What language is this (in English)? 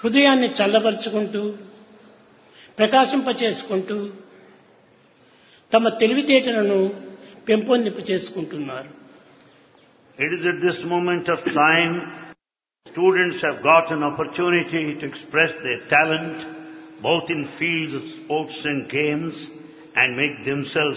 Telugu